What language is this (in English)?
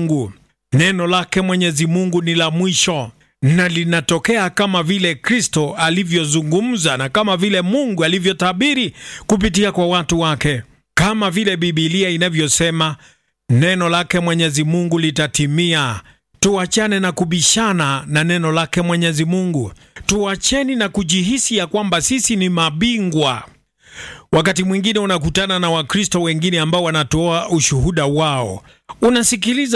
Swahili